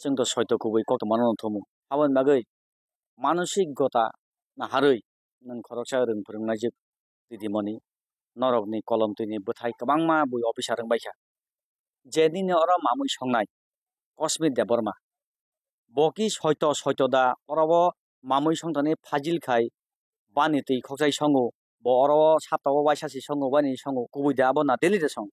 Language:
Kok Borok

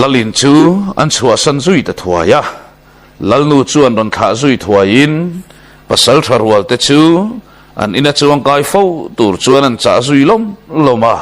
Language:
Mizo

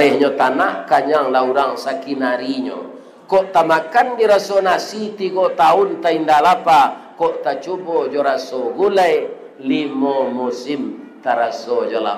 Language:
Minangkabau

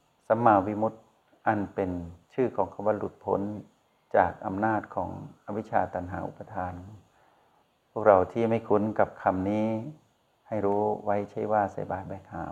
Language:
Thai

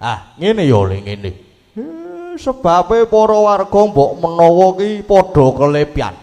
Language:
Javanese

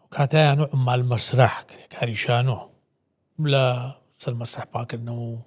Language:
Central Kurdish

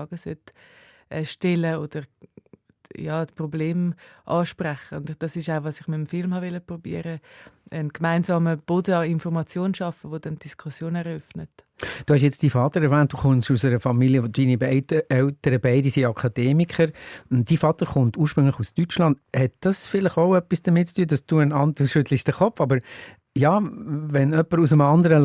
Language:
Swiss German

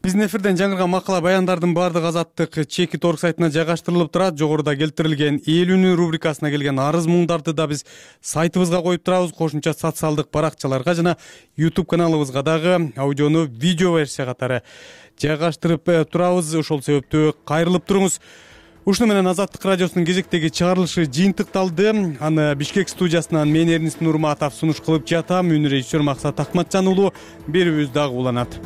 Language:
Kyrgyz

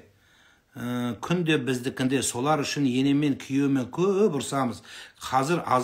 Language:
Kazakh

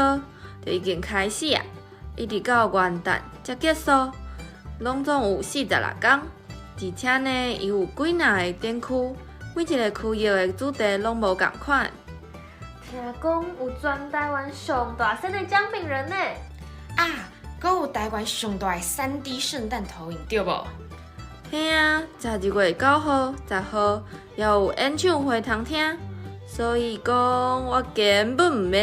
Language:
Min Nan Chinese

